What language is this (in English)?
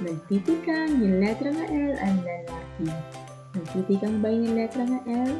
Waray